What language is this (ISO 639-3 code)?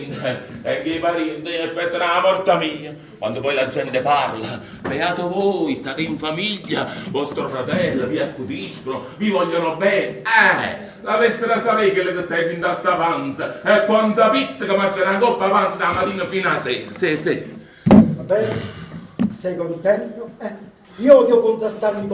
nap